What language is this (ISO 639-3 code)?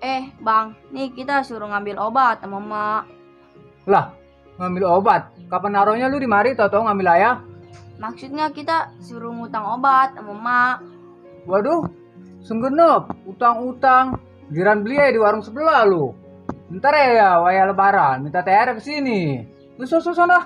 bew